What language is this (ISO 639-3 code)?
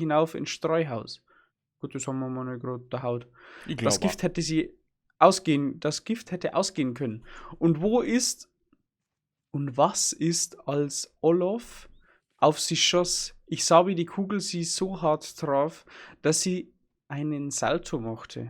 bar